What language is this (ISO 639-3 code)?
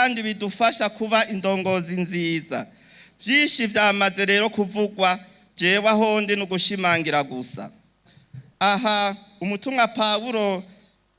run